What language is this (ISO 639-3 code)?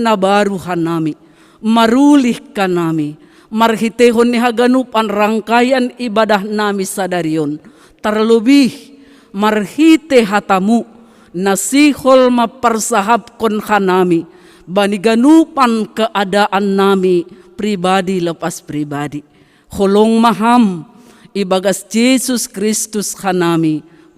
bts